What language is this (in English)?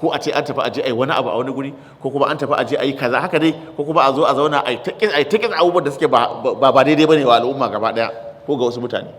Hausa